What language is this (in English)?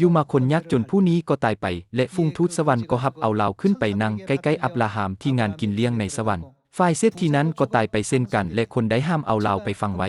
Lao